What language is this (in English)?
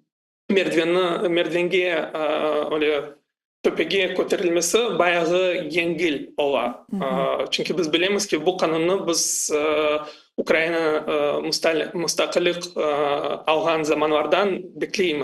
Crimean Tatar